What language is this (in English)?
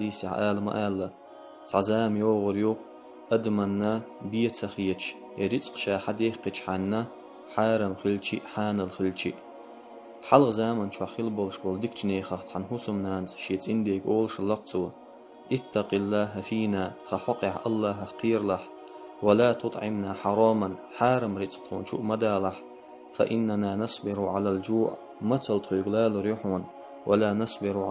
Chechen